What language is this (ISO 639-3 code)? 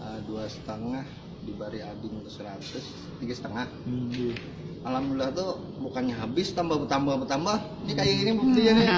bjn